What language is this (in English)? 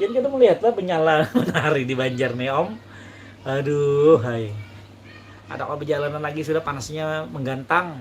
Banjar